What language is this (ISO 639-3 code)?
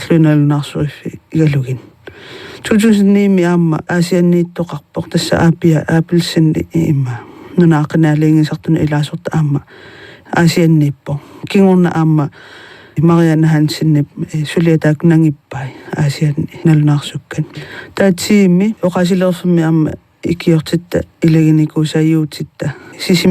kal